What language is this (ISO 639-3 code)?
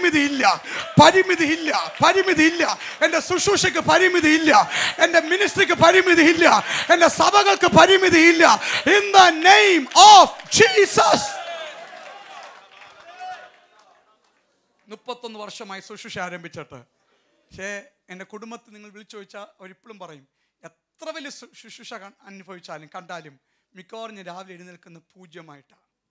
mal